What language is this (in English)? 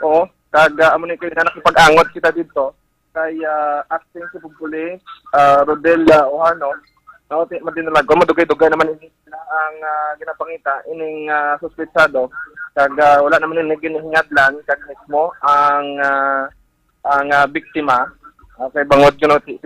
Hiligaynon